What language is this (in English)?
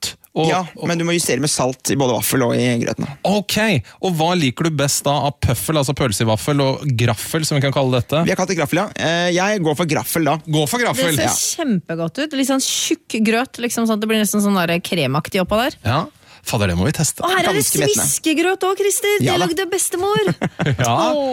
Norwegian